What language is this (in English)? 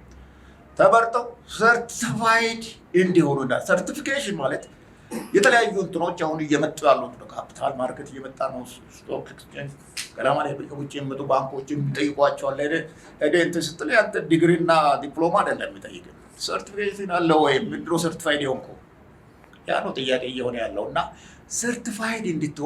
Amharic